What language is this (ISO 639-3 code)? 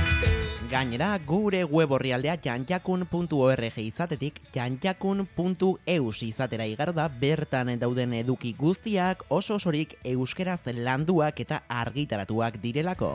eus